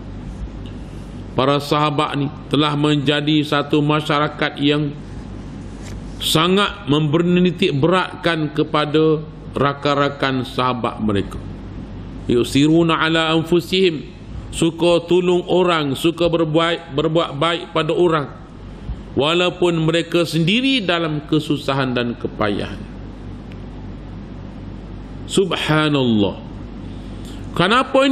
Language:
Malay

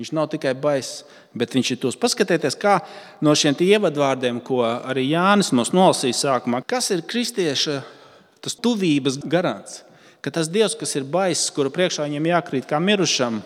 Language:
Latvian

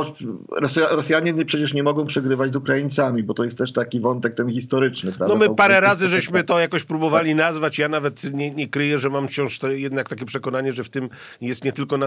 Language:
Polish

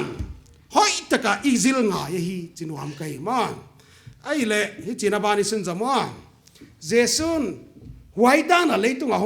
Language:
Paite Chin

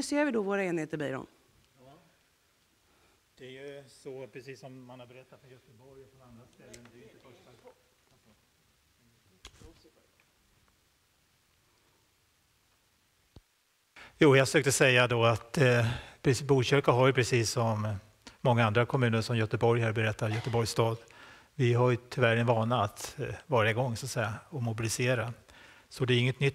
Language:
Swedish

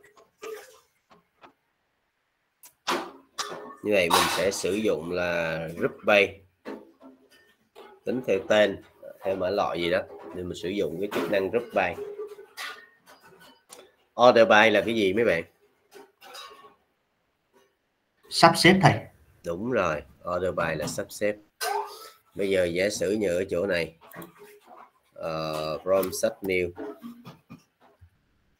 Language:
Vietnamese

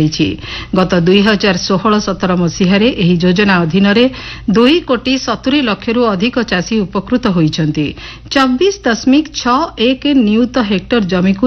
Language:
Odia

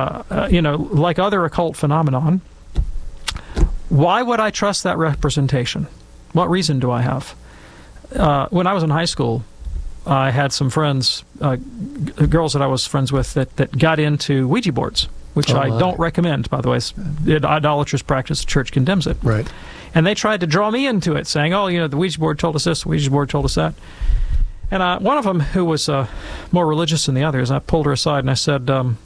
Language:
English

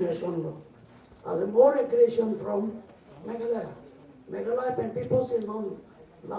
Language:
Karbi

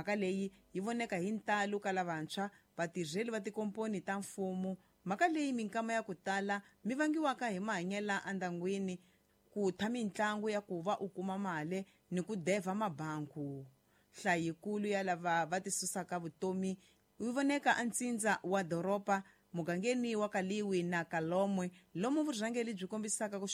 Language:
Tsonga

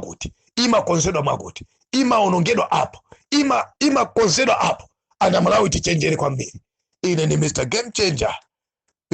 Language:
Nyanja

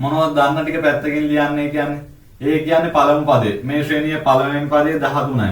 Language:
Sinhala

